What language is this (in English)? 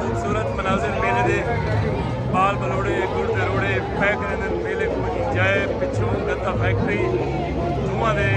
Saraiki